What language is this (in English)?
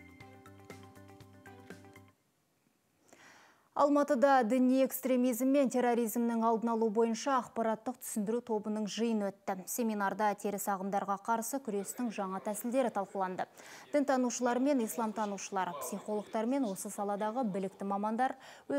Kazakh